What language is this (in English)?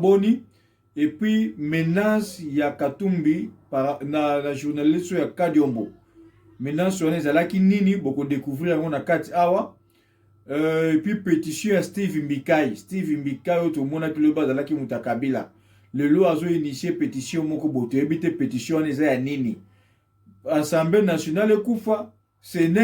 Lingala